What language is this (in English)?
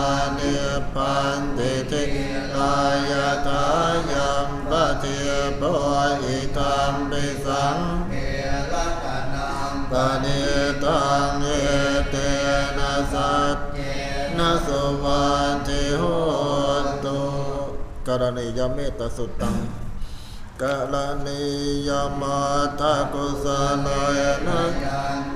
Pali